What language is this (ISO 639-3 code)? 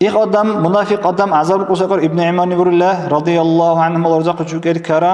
dar